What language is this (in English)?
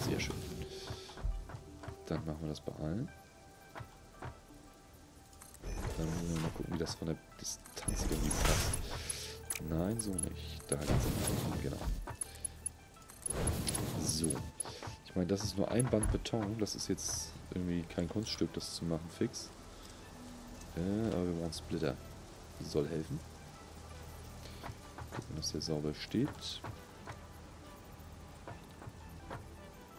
German